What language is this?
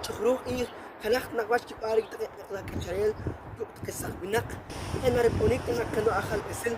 Poqomchi'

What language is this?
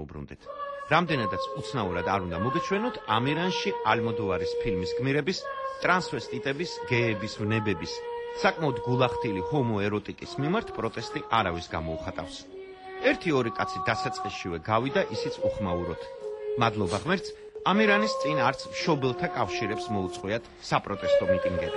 Georgian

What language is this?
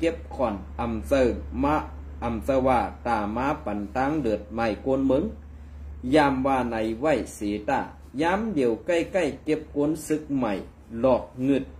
Shan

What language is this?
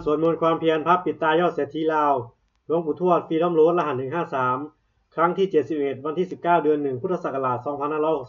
Pali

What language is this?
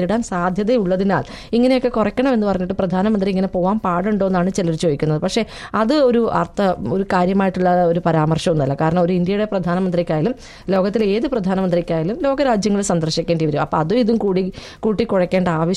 Malayalam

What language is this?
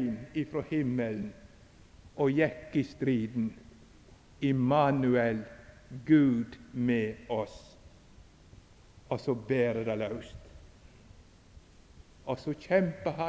Norwegian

